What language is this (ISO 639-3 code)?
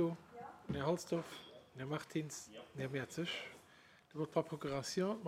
ltz